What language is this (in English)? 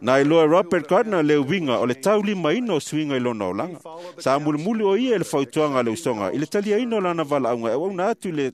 Samoan